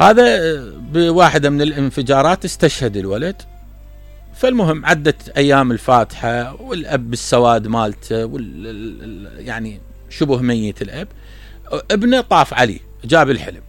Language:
Mesopotamian Arabic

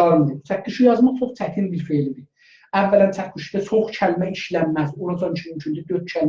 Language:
South Azerbaijani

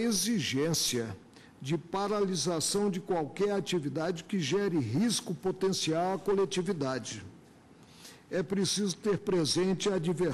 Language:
Portuguese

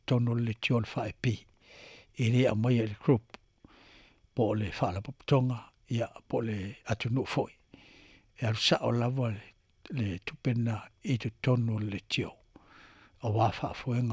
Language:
Samoan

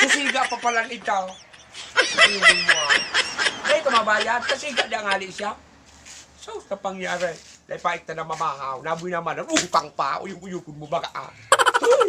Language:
Bikol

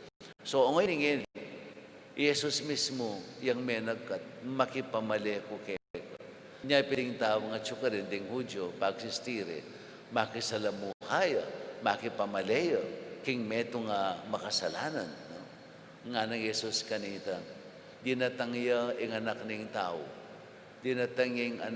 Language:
Pampanga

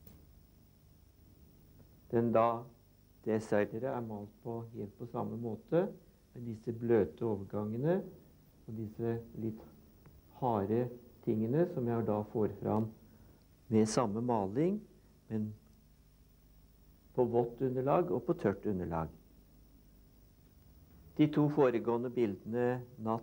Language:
Norwegian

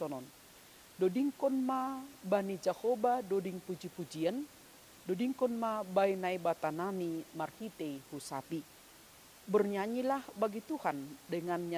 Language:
Batak Simalungun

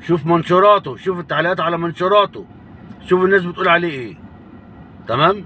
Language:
Egyptian Arabic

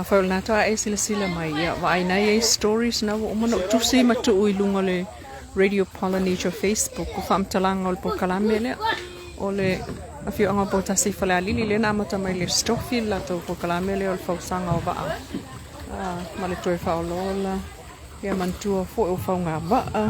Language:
Samoan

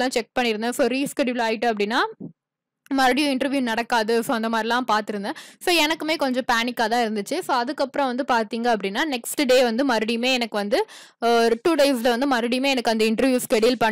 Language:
Tamil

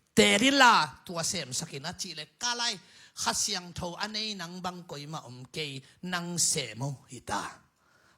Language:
Tedim Chin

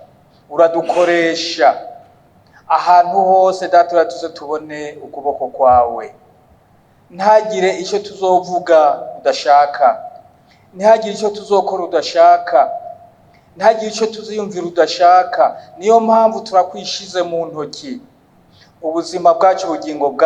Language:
Rundi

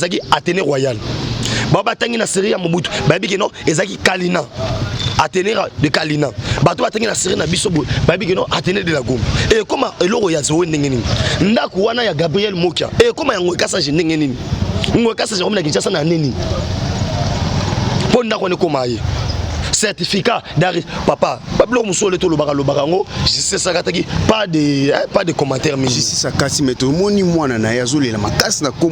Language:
Lingala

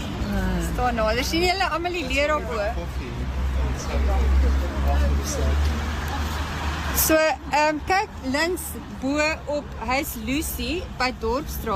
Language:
Afrikaans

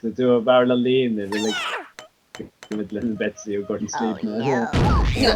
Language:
Faroese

